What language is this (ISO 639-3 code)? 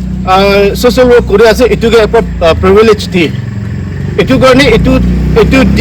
nag